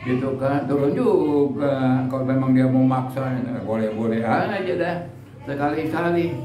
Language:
Betawi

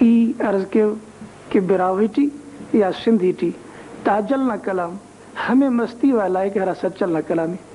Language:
Brahui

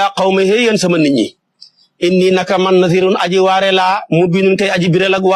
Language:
Wolof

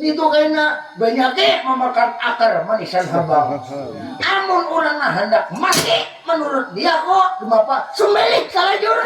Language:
Banjar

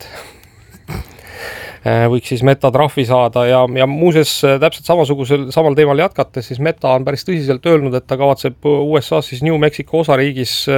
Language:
Estonian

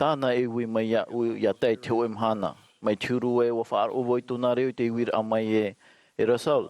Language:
Tahitian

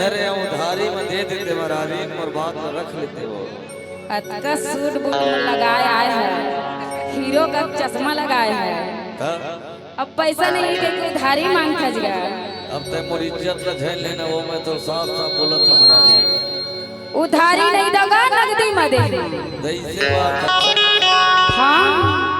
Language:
Chhattisgarhi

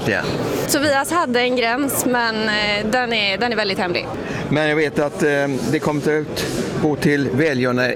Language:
Swedish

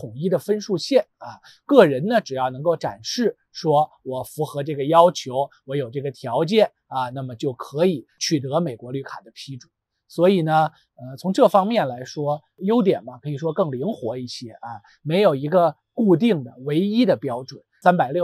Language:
Chinese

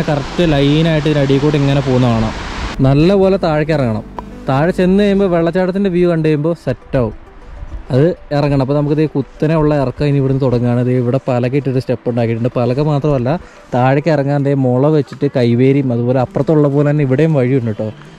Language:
Malayalam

